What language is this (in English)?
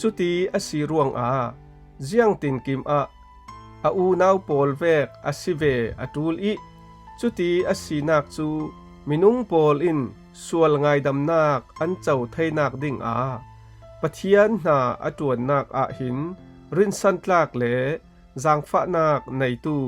Falam Chin